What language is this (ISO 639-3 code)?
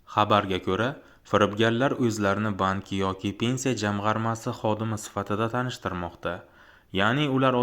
uzb